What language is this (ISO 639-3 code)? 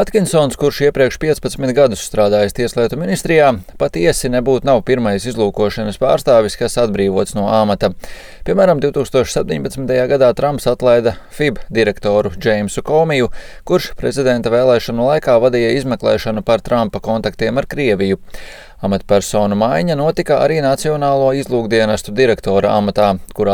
lav